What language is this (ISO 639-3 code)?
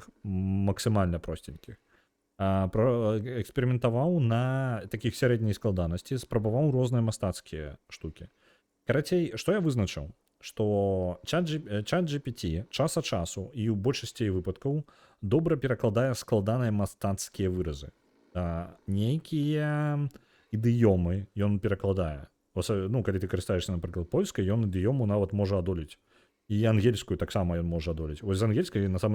bel